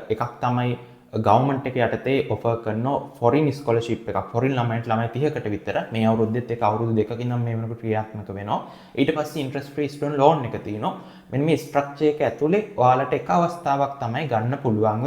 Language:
Sinhala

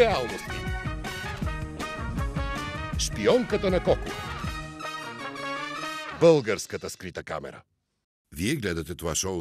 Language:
Bulgarian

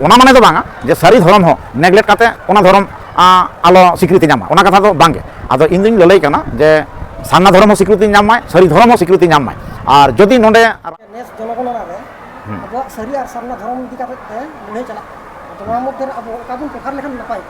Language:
Santali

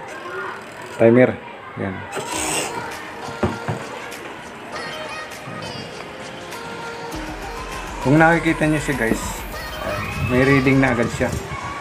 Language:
Filipino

